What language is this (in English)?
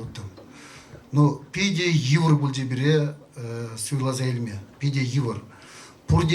Chuvash